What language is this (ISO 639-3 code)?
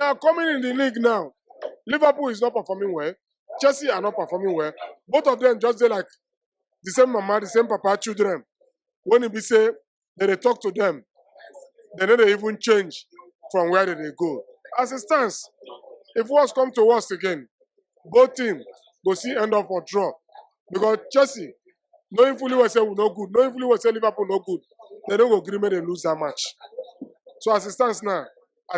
pcm